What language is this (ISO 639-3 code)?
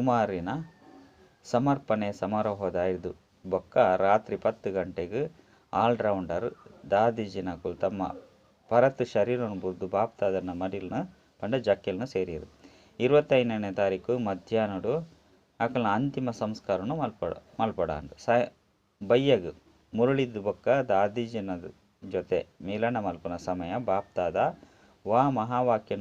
tcy